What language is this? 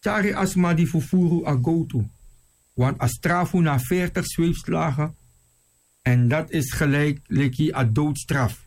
Sranan Tongo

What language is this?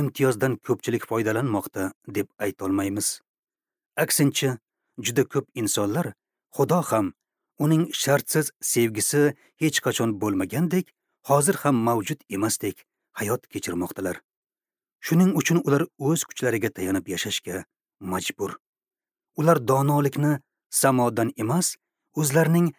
Uzbek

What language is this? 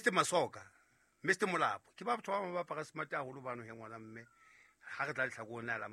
Southern Sotho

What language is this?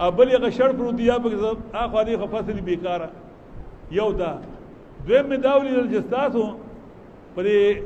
Pashto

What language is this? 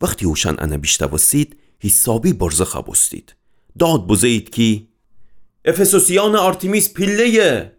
Gilaki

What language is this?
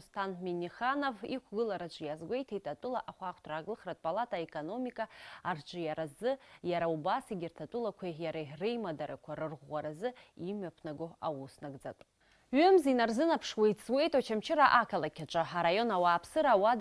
Abkhazian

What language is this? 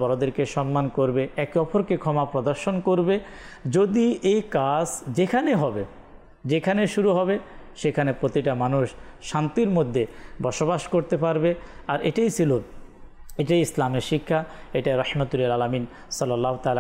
Bangla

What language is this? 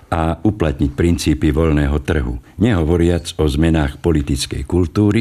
Slovak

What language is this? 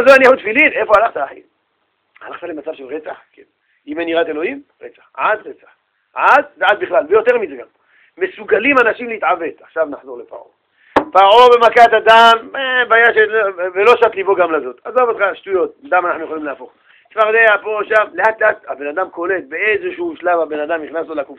Hebrew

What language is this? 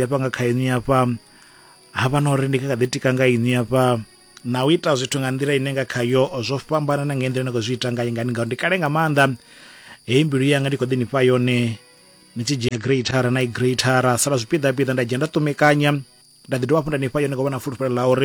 Venda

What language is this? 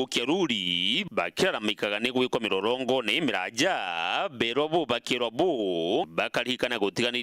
Meru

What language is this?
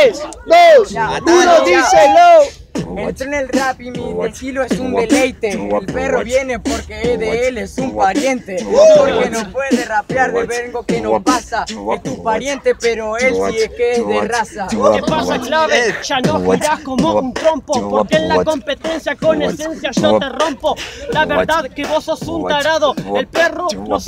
Spanish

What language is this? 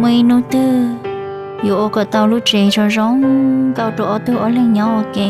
Hmong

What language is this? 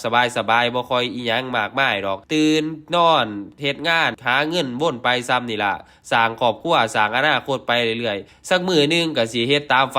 Northeastern Thai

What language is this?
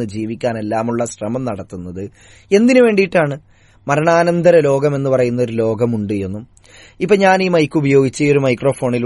Malayalam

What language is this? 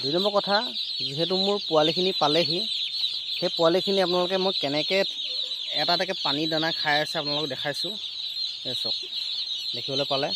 Assamese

